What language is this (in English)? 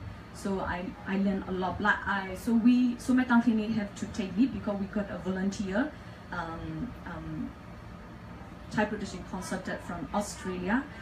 English